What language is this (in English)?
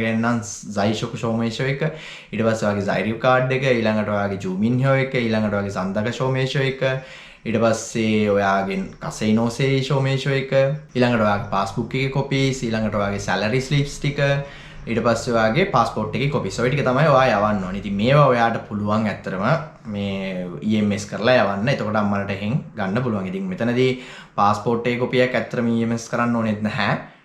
Sinhala